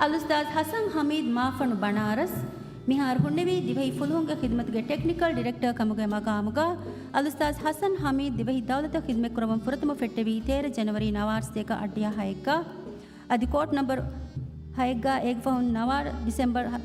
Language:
Divehi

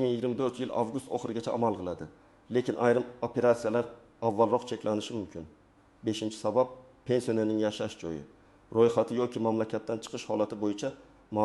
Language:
Uzbek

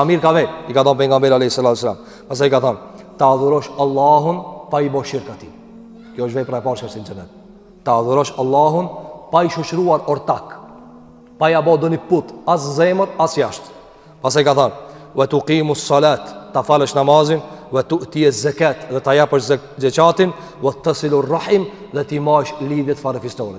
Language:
Albanian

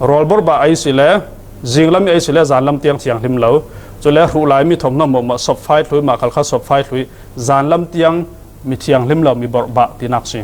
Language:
Falam Chin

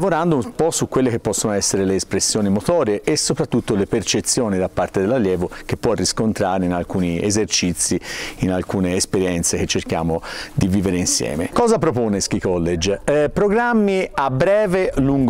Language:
Italian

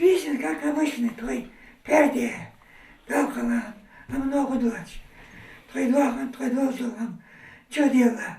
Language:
Ingush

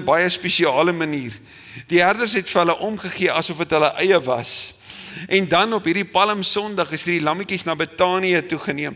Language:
Afrikaans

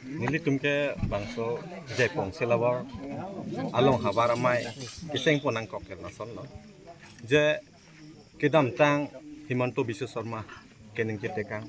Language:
Karbi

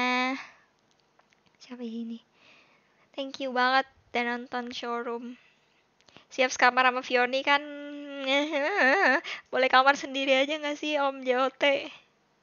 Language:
Indonesian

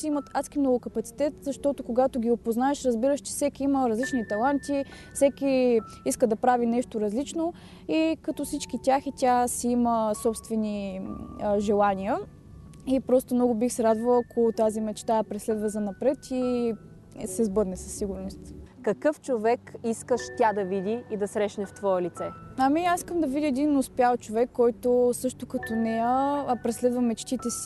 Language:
Bulgarian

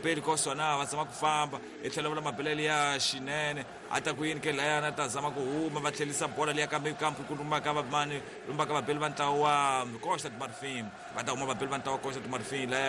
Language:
Tsonga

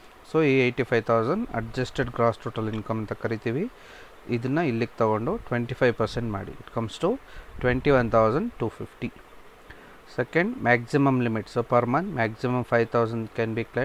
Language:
Kannada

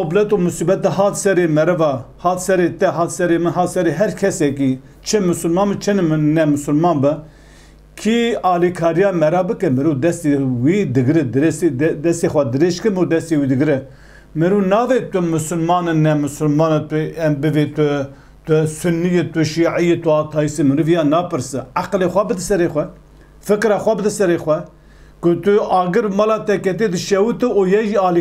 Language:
Kurdish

